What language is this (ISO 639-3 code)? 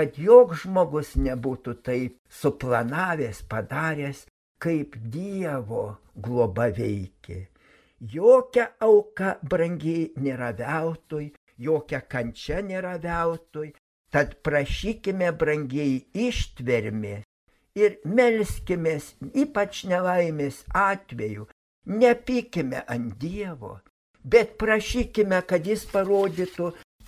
lit